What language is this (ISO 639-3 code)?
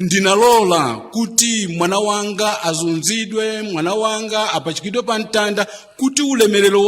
nya